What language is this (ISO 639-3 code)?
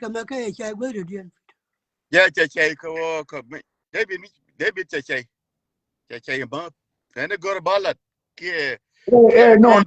nus